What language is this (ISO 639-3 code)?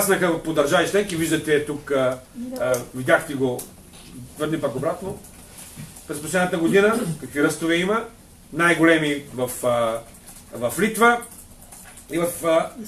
bul